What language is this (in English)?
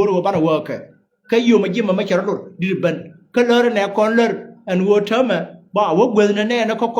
Nuer